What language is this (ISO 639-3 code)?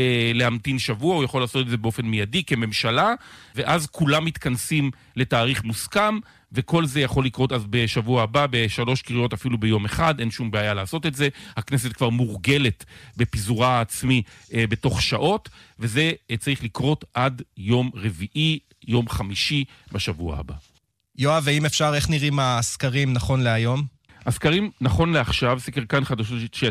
heb